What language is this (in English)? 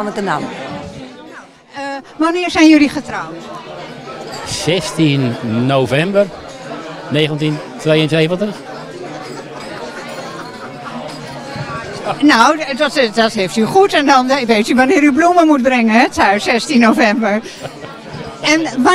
Dutch